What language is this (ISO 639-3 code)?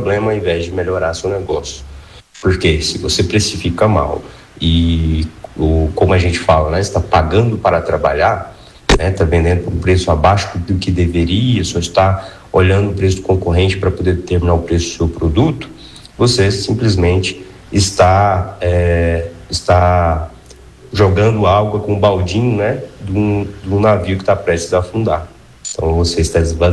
por